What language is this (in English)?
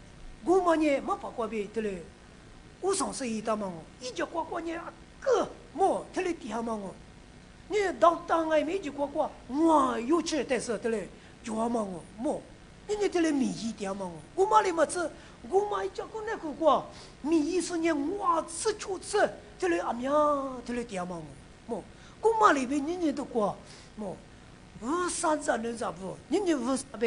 Lisu